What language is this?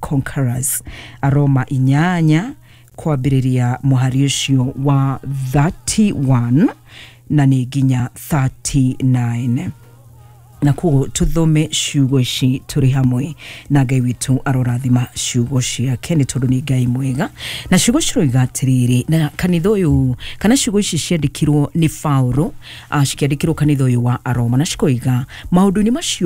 Kikuyu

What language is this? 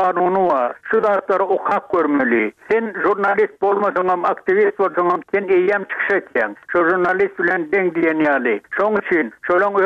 Turkmen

